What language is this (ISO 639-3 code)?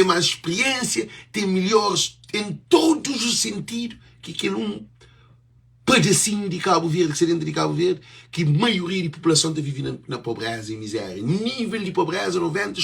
kea